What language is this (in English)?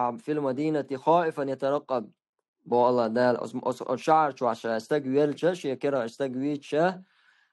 Chechen